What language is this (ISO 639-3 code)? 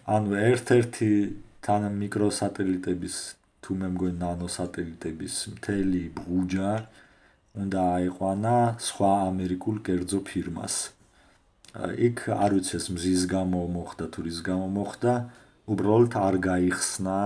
kat